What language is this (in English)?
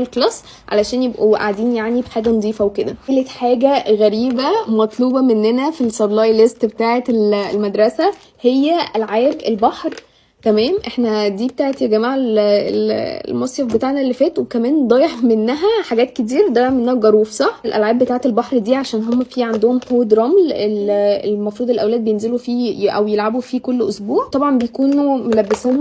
Egyptian Arabic